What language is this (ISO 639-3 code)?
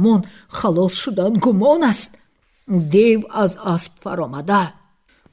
tgk